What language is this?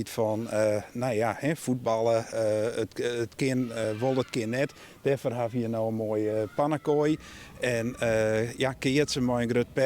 Western Frisian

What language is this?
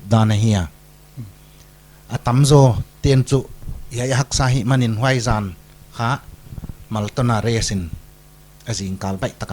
Paite Chin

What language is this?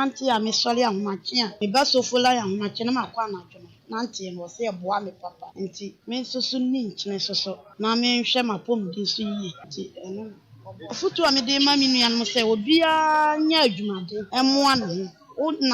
Akan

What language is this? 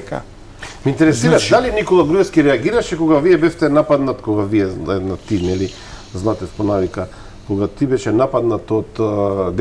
Macedonian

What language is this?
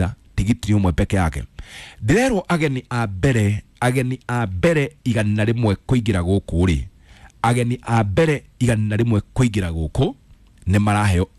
Kikuyu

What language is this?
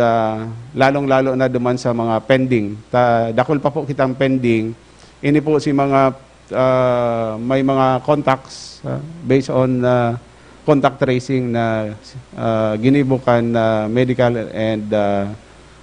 Bikol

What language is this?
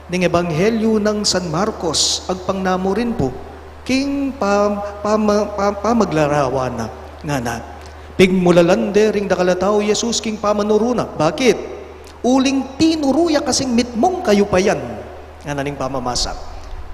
Pampanga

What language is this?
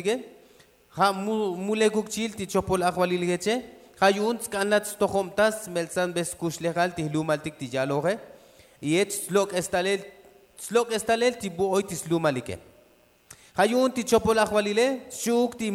Tzotzil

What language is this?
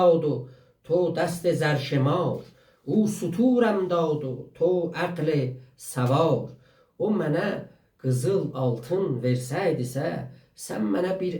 South Azerbaijani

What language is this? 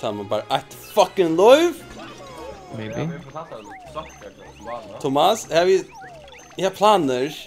Faroese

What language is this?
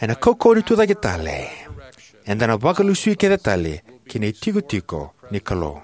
Fijian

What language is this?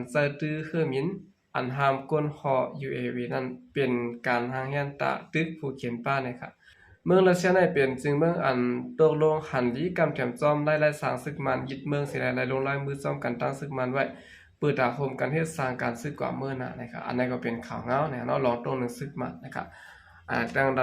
Shan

